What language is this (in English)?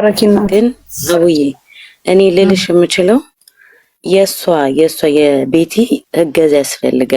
Amharic